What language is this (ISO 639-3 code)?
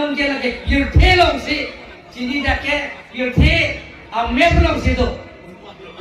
mjw